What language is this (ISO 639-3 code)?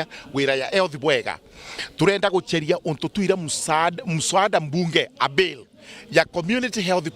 mer